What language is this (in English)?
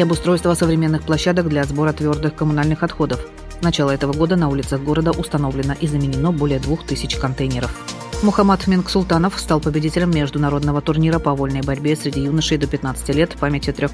Russian